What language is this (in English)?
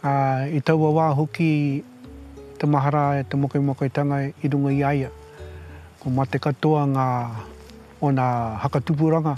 Māori